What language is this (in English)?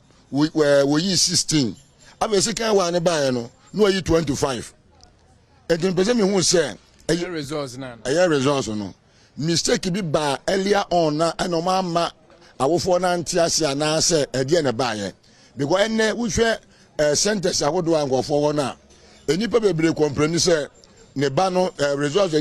Akan